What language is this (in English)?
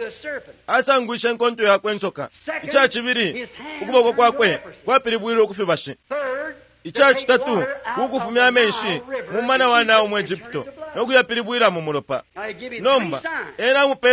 Bemba